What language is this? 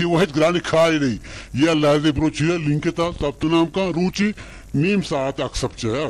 Baluchi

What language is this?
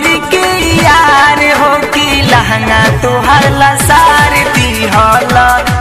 Bhojpuri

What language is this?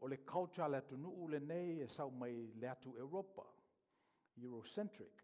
Samoan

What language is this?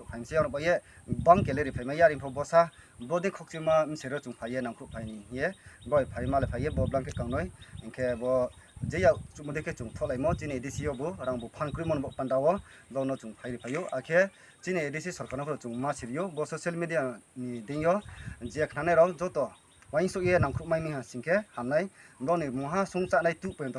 Riang (India)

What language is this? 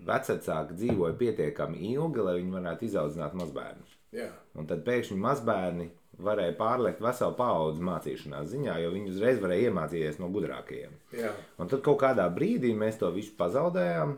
Latvian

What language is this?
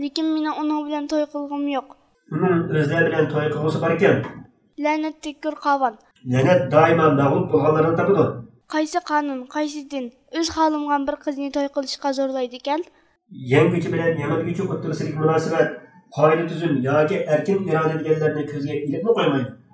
Uyghur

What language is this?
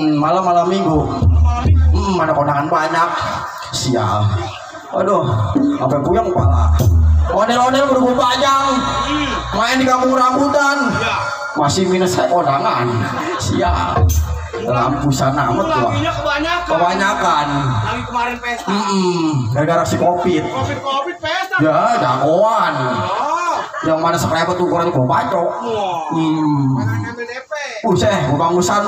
Betawi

